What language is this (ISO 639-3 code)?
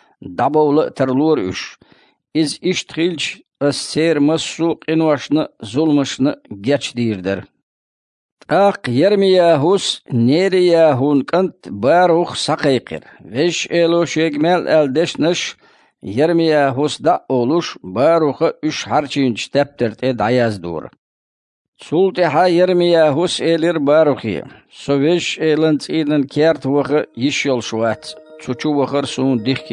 che